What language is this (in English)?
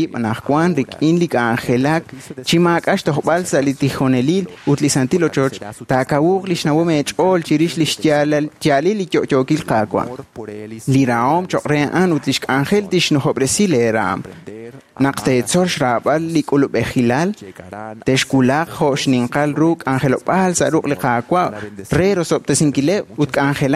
Kekchí